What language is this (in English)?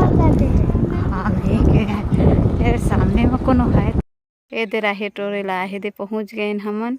Chhattisgarhi